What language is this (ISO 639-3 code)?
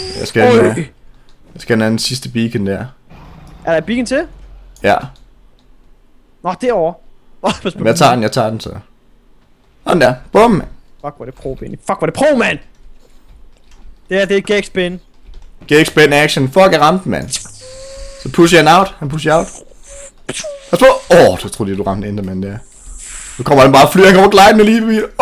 dan